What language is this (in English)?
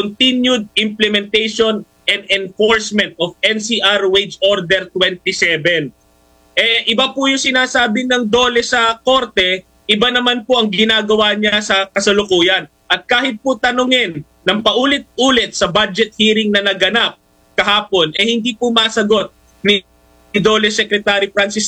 Filipino